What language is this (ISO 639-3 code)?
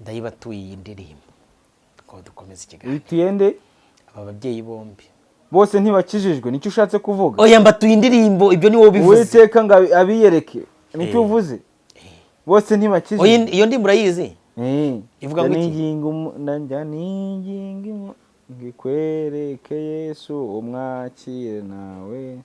kin